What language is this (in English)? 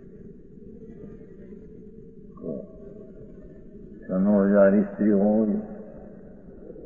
Gujarati